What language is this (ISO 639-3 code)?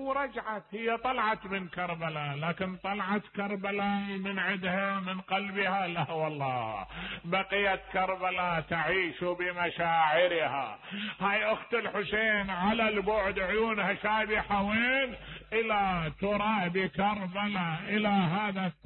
acm